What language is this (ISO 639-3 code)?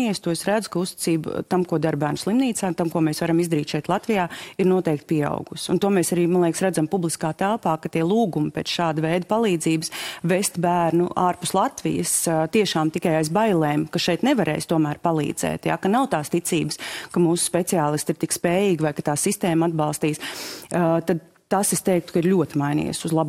lav